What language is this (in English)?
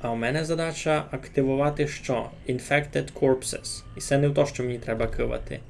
Rusyn